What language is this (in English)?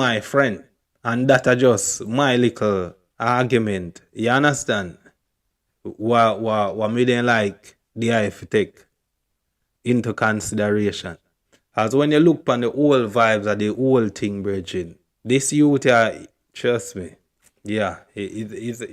Jamaican Creole English